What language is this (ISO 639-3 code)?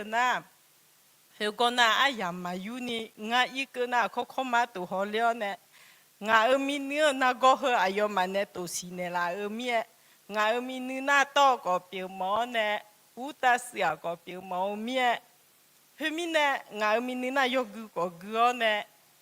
ahk